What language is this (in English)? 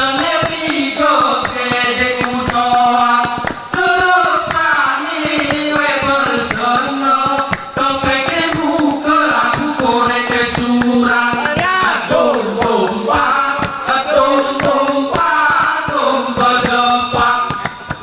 Gayo